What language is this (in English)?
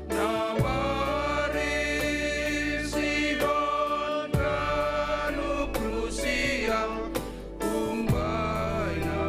Batak Simalungun